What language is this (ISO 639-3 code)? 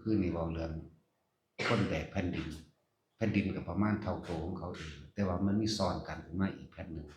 lao